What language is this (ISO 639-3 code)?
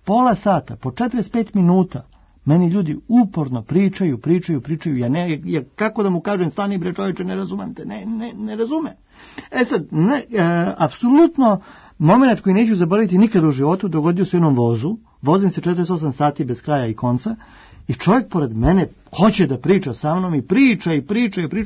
srp